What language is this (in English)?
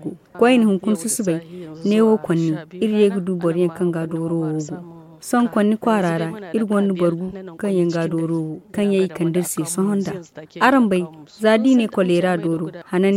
Zarma